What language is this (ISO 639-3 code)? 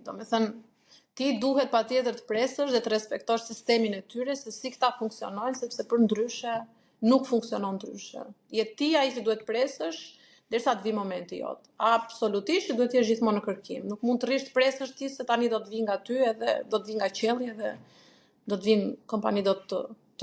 sqi